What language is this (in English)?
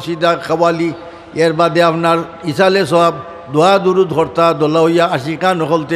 Sylheti